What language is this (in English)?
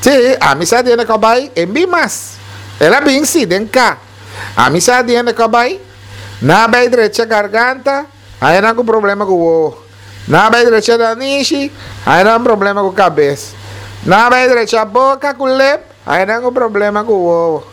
Papiamento